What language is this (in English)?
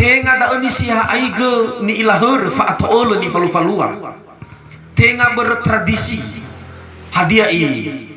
Nias